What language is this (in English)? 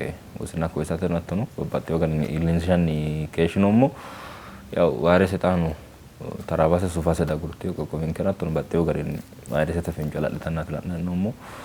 Sidamo